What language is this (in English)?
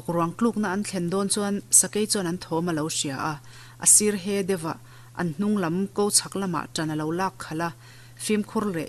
Mizo